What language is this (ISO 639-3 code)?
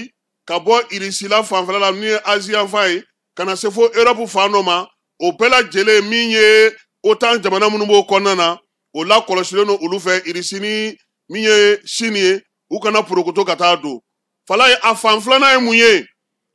bam